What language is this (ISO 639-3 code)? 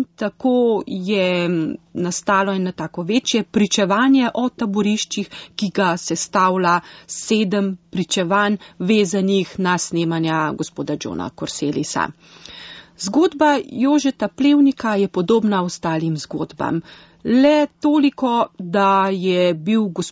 slv